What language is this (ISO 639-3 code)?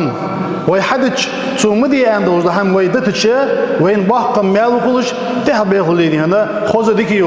inh